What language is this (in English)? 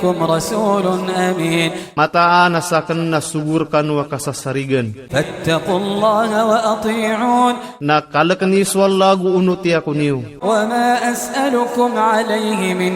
Iranun (Philippines)